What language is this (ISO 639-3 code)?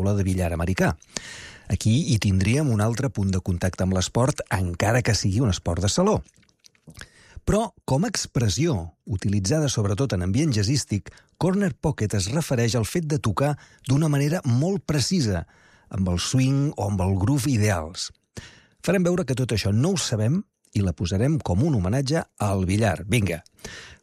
cat